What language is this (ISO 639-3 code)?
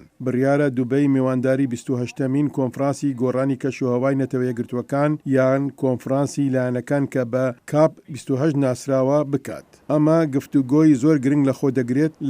ckb